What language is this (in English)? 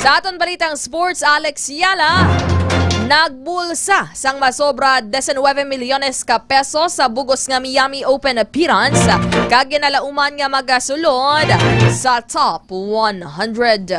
Hiligaynon